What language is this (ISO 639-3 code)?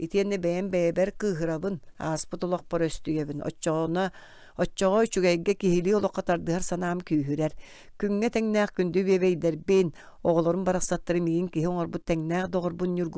sah